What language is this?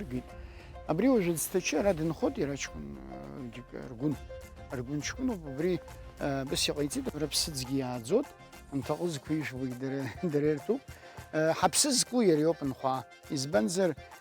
Abkhazian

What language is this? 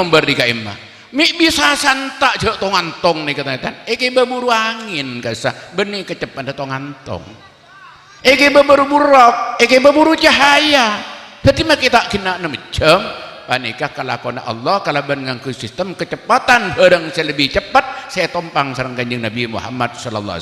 Madurese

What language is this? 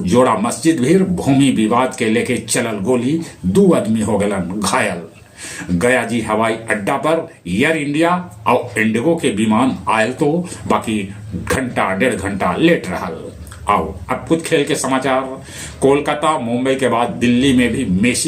Magahi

